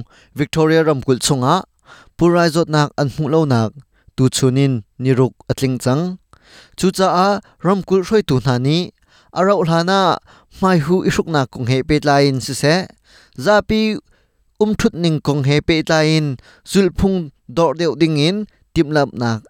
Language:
Hakha Chin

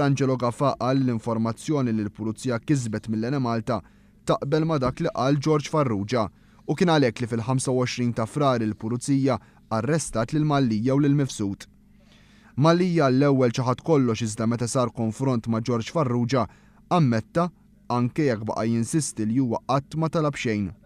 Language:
Maltese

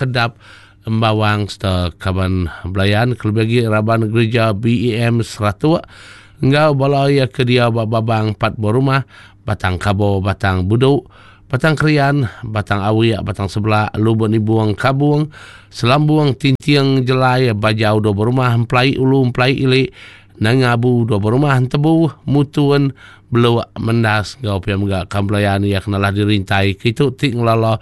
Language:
Iban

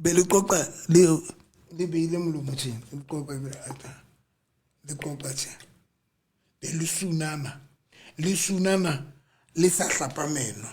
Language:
Southern Sotho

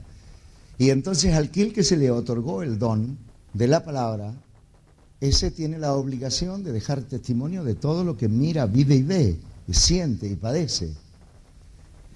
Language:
Spanish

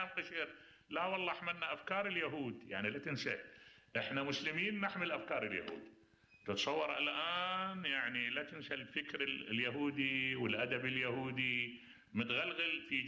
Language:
Mesopotamian Arabic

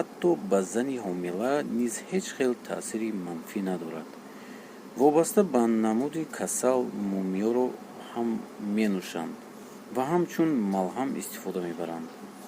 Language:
Tajik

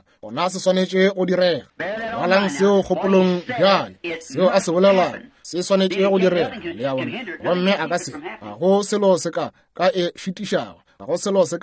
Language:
Northern Sotho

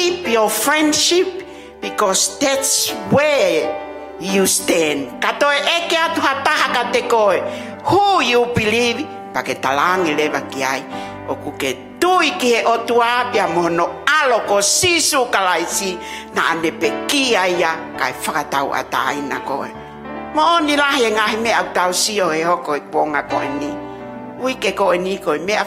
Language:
Tongan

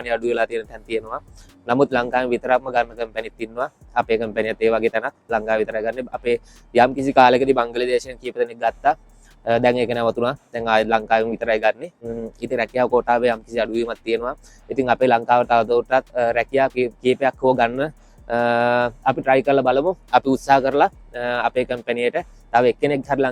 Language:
Sinhala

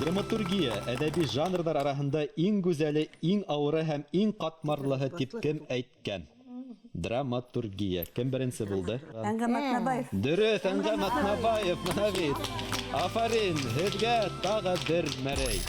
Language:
Bashkir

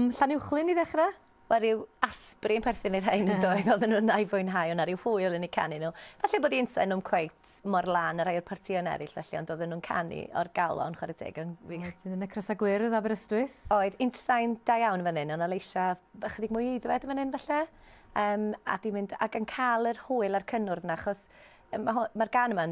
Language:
Welsh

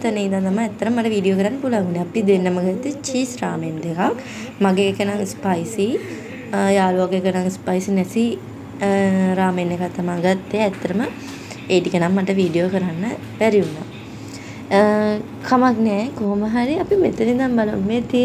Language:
Sinhala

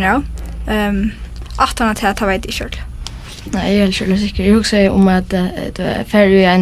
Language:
Faroese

